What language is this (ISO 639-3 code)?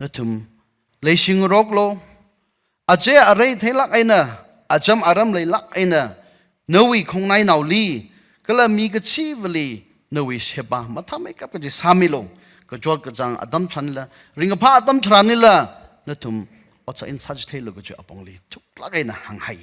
nmf